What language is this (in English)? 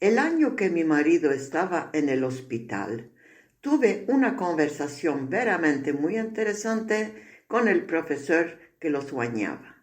Ladino